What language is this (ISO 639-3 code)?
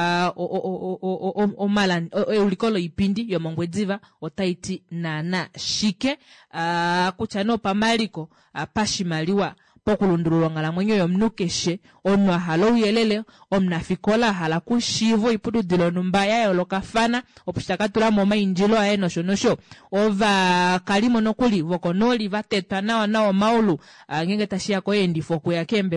kua